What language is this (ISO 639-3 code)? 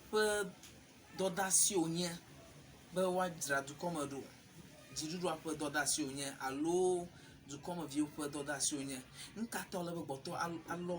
ewe